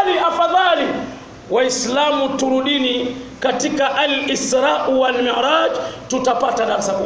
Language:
Swahili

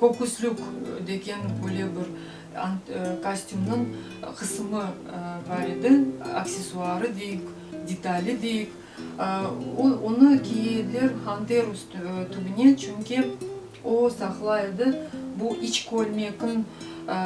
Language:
Crimean Tatar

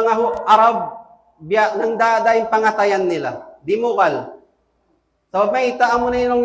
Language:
Tausug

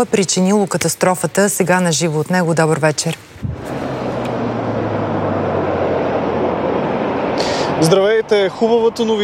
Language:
Bulgarian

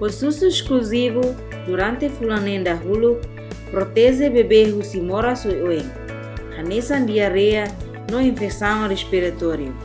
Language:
Tetum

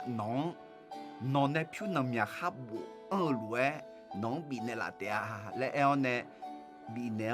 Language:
Akha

